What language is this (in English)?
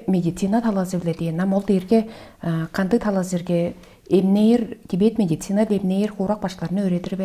Tuvinian